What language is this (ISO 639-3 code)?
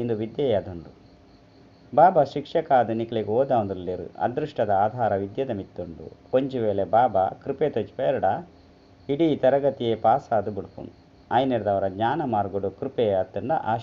tcy